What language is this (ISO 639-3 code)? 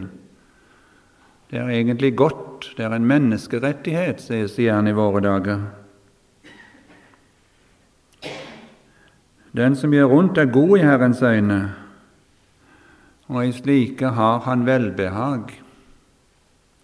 nor